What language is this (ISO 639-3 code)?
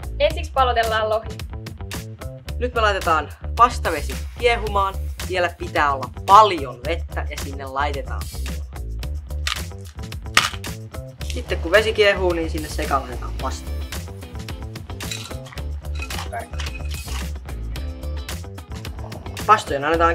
fin